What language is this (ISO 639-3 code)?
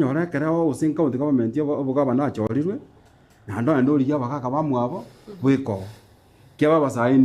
guz